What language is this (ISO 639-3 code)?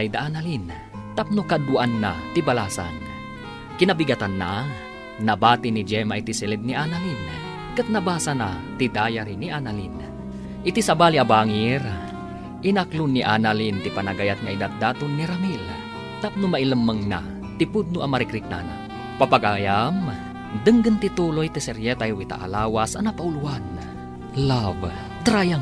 ilo